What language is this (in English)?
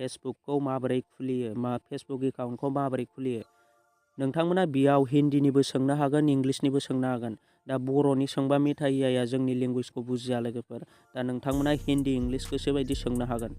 Bodo